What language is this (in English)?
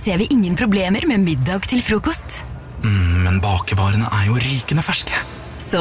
Norwegian